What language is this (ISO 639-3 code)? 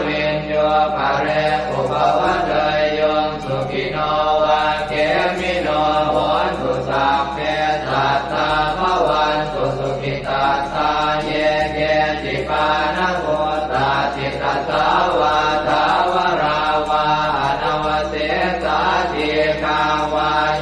pli